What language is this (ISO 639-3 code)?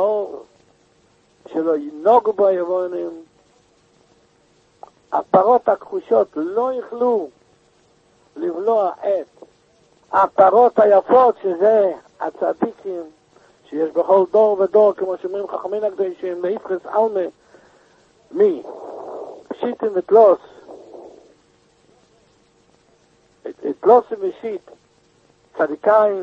heb